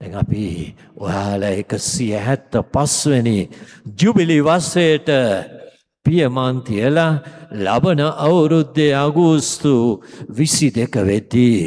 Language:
Sinhala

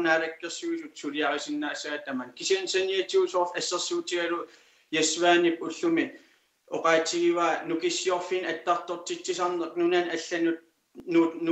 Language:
Kalaallisut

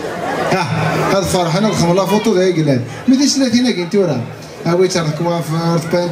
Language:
Kabyle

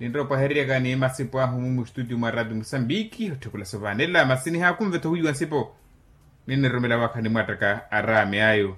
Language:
Makhuwa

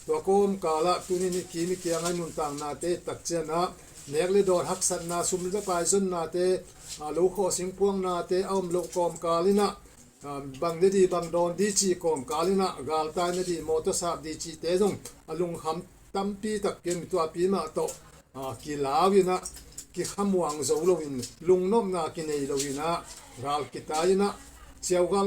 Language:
Tedim Chin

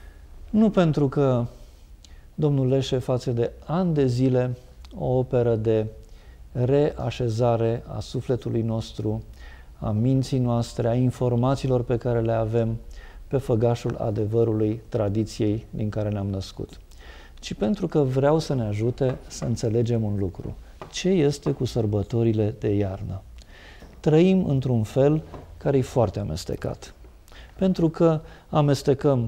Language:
Romanian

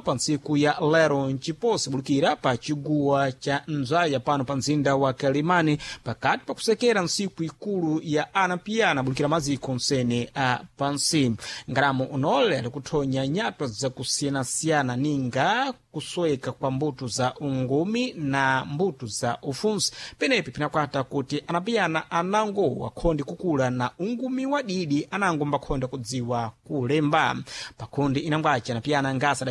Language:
Sena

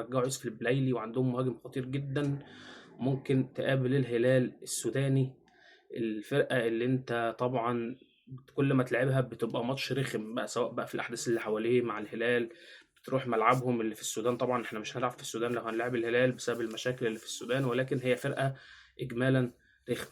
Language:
Egyptian Arabic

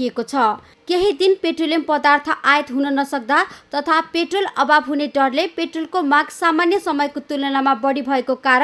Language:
Nepali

